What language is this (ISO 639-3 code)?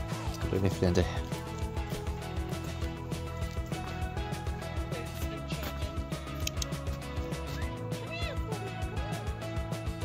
deu